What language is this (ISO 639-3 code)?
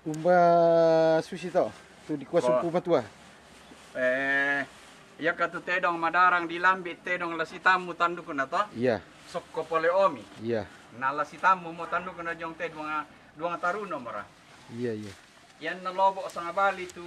sda